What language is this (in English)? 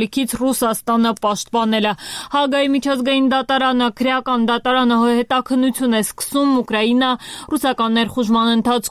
Armenian